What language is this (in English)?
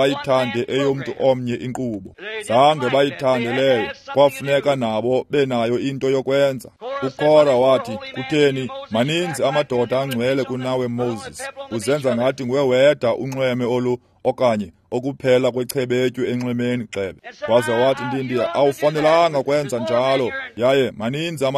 Xhosa